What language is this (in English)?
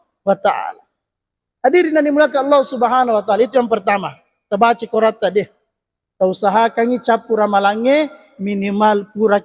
Buginese